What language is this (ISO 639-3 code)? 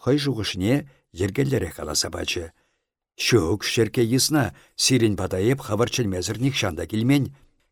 chv